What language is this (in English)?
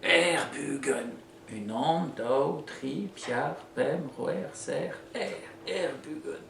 Breton